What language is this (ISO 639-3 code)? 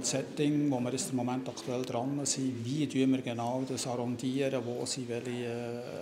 gsw